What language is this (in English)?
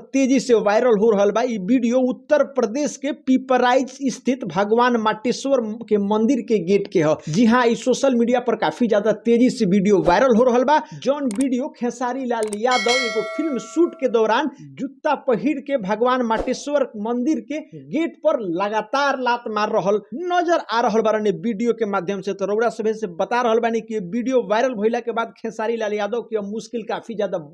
Bhojpuri